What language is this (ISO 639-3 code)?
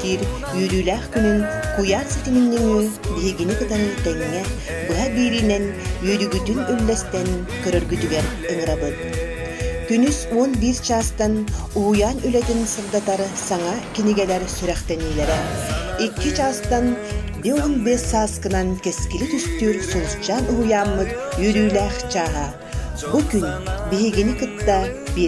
sah